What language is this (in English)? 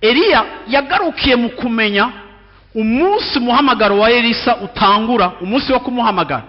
Rundi